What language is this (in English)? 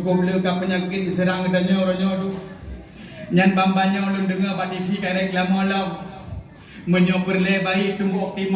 Achinese